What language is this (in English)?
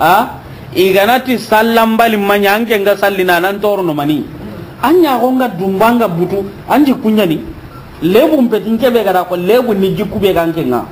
Soninke